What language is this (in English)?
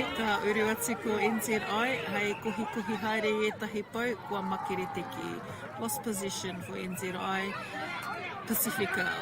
Māori